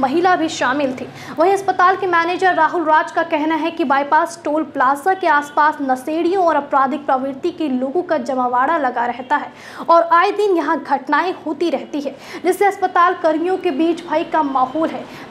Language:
Hindi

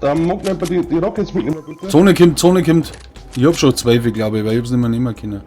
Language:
Bavarian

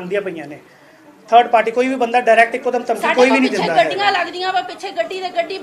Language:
Punjabi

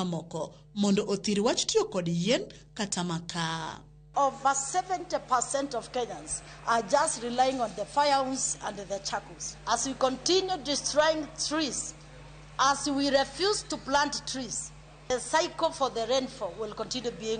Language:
Luo (Kenya and Tanzania)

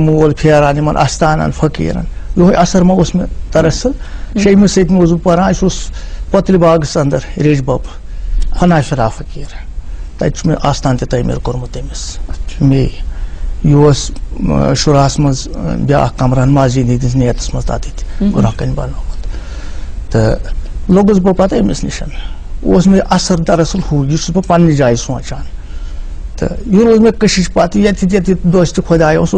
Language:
Kashmiri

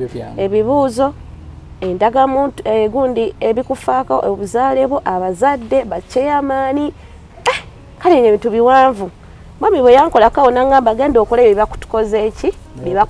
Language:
Ganda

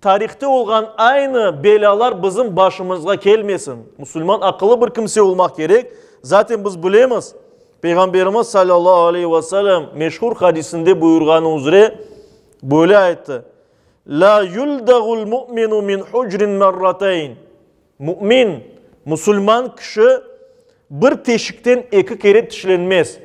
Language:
Crimean Tatar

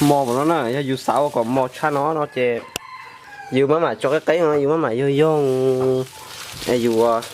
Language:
Hmong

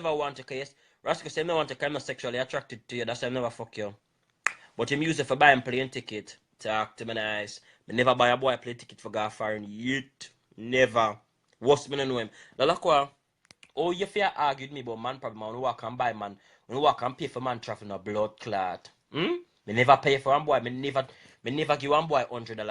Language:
Jamaican Creole English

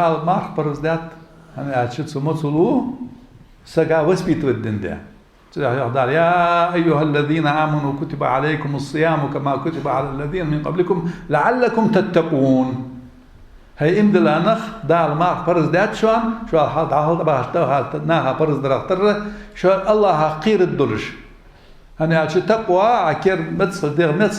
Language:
Ingush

